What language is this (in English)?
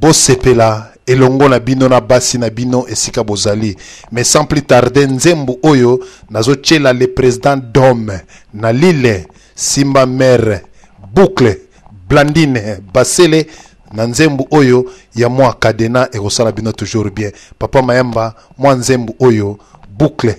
Lingala